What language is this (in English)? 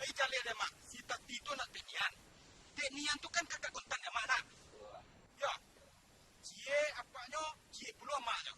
Minangkabau